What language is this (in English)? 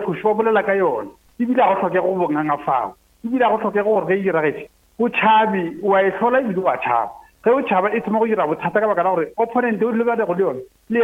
Northern Sotho